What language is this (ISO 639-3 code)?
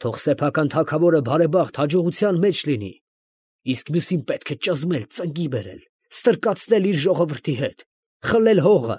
hye